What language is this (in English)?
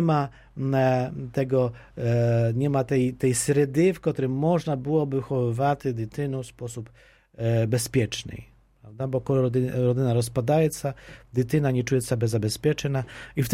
Polish